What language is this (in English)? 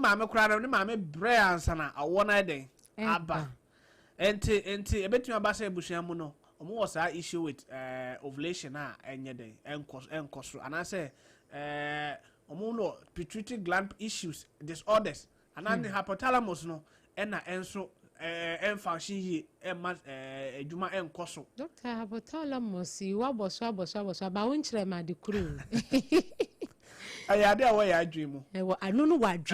Akan